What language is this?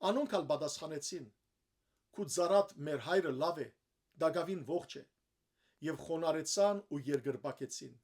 Western Armenian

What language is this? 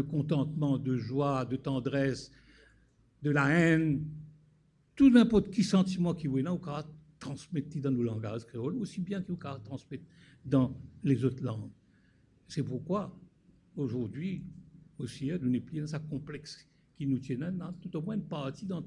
Morisyen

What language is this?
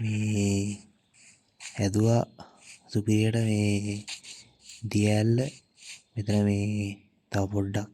Sinhala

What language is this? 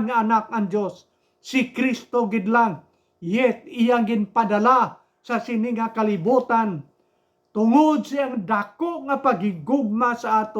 Hiligaynon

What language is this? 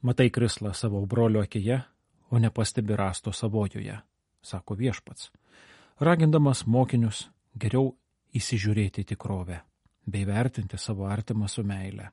Lithuanian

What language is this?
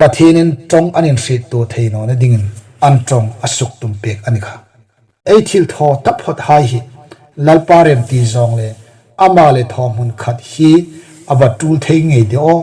Hmar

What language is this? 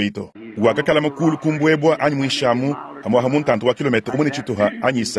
Luba-Lulua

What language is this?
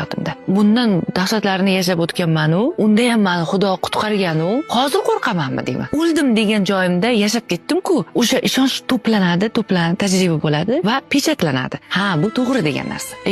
Uzbek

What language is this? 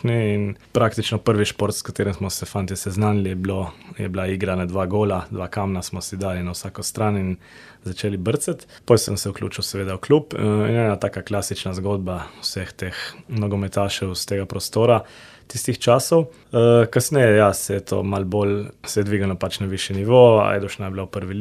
Slovenian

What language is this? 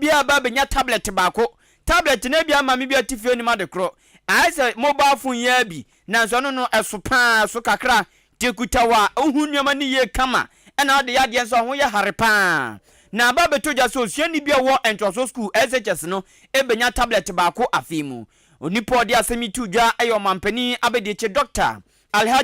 Akan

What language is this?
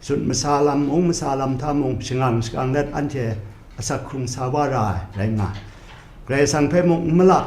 Kachin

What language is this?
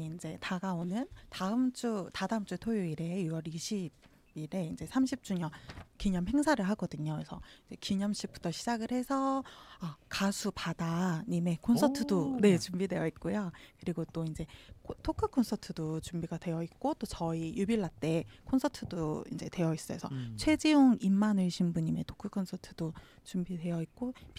Korean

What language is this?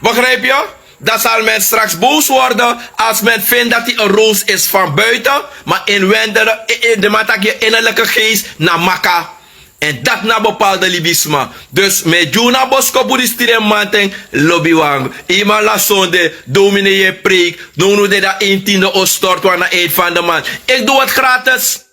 Sranan Tongo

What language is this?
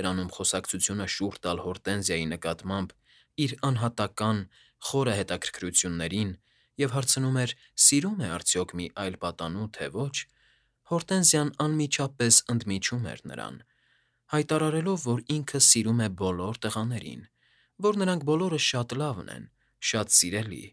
Armenian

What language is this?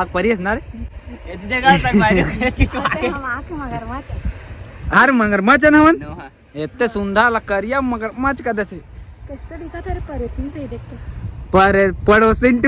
Chhattisgarhi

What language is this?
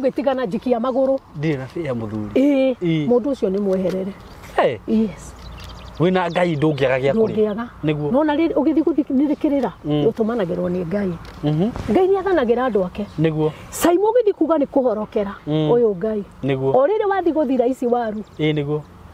Kikuyu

